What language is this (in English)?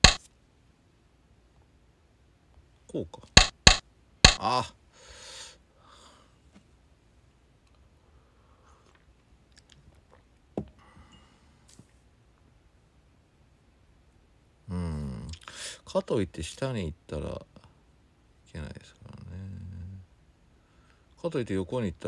Japanese